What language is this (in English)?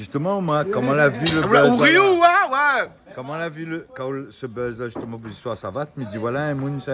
Réunion Creole French